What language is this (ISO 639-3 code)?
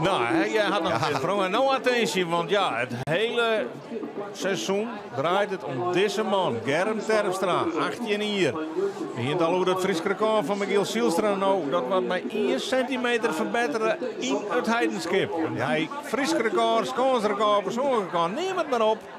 fry